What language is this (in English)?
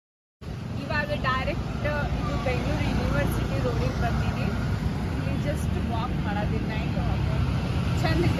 Kannada